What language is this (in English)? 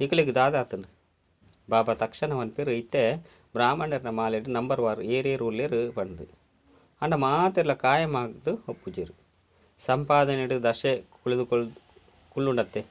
Tulu